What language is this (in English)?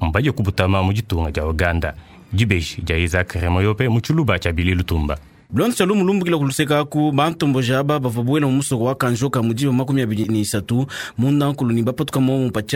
Luba-Lulua